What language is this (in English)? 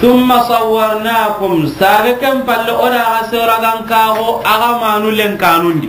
Soninke